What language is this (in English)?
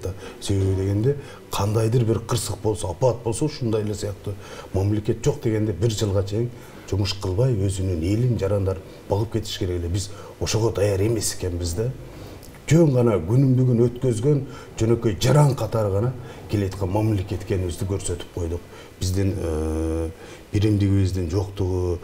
Kyrgyz